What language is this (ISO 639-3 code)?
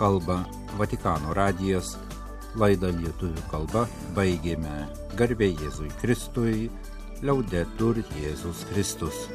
lit